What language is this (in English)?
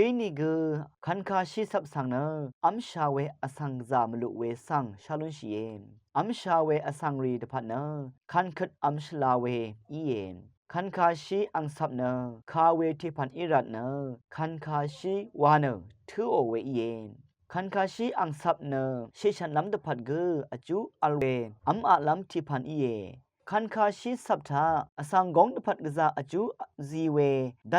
Rawang